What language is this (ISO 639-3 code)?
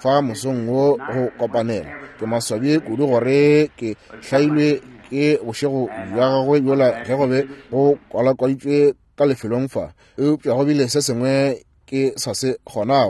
nso